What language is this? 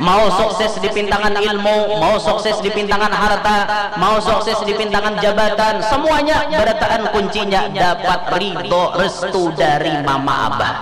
Banjar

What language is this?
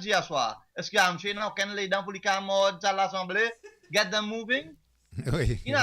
Seselwa Creole French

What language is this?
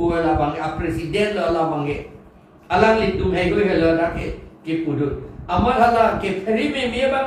Karbi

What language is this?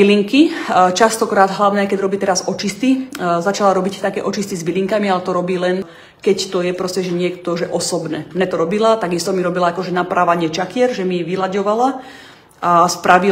Slovak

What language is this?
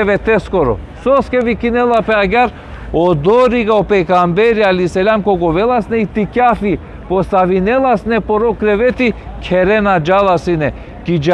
Balkan Romani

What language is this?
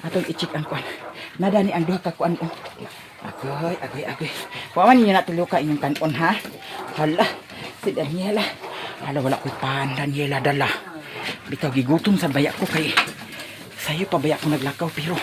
Cebuano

